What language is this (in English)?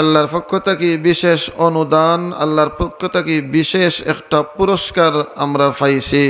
Sylheti